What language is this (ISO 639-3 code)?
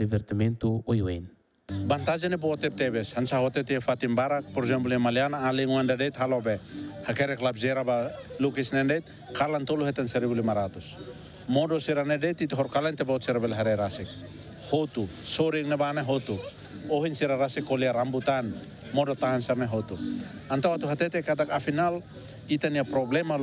tet